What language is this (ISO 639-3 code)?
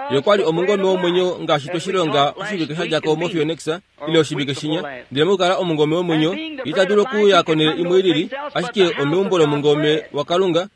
kua